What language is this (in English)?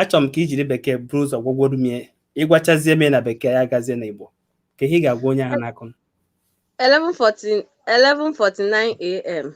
Igbo